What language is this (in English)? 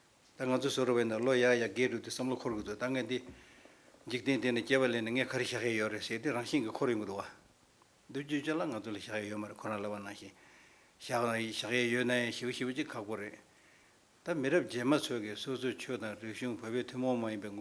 Tibetan